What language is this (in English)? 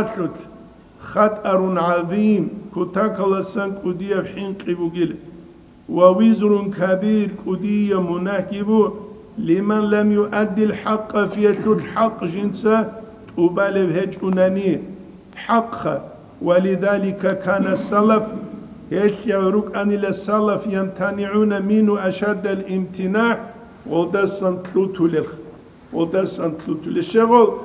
Avaric